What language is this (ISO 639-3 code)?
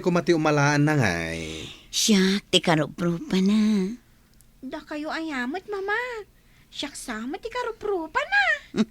ilo